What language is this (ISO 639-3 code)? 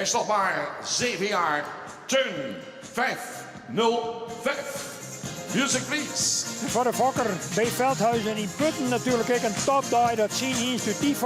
fry